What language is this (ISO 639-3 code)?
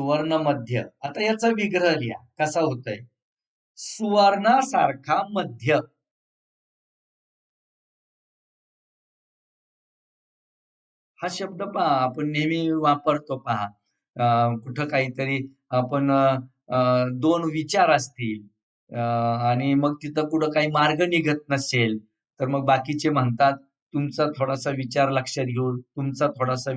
mar